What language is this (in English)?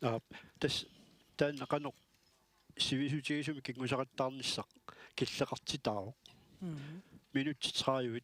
Kalaallisut